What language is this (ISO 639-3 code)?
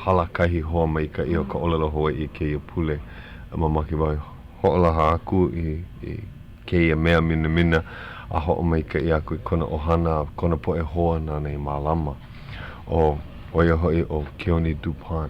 haw